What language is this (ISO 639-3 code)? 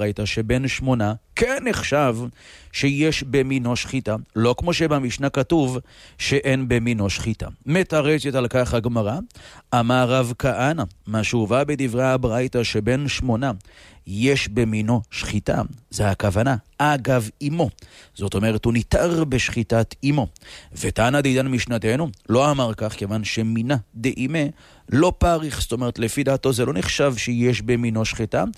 heb